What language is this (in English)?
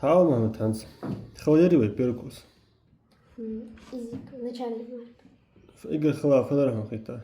Ingush